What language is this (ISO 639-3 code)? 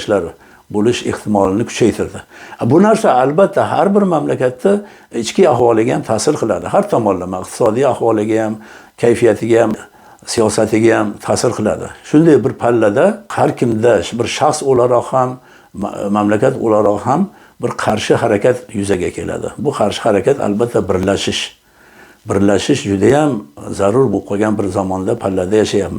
uzb